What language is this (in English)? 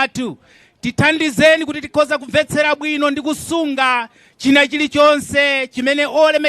Nyanja